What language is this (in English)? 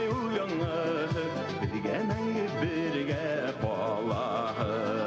Bashkir